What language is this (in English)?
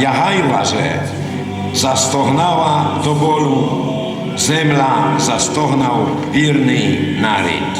Rusyn